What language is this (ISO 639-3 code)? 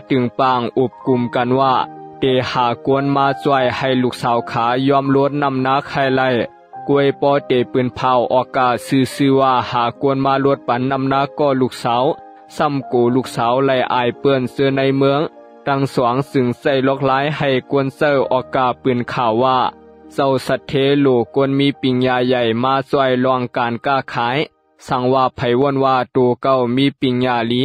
shn